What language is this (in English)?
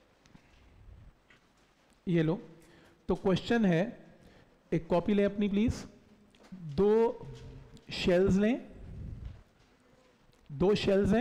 Hindi